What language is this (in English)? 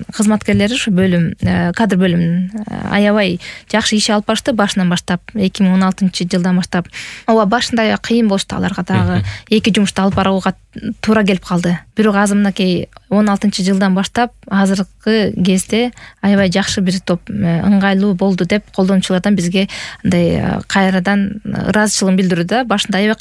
Kyrgyz